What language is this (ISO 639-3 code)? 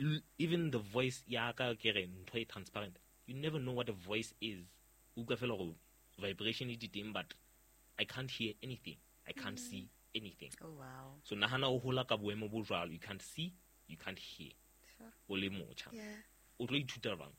sot